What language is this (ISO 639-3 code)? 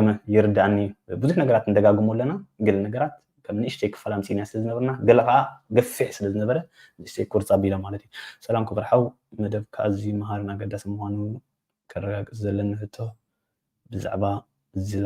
tir